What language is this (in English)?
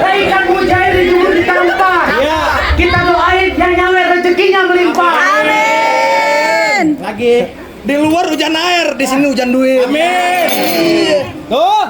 Betawi